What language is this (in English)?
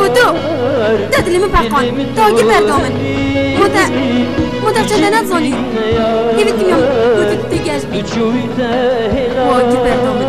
Kurdish